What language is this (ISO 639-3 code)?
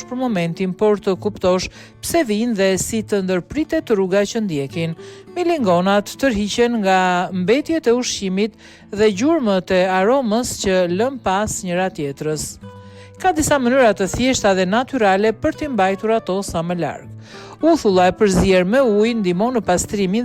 sqi